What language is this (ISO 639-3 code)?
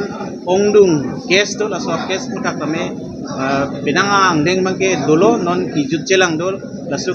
mjw